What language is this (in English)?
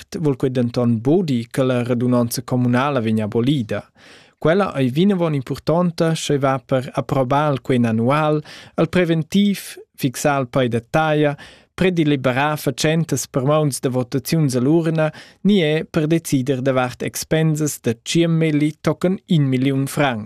Romansh